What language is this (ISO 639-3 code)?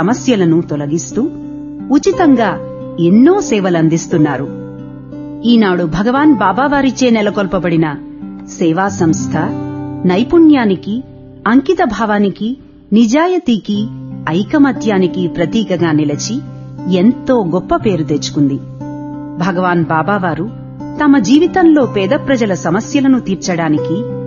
tel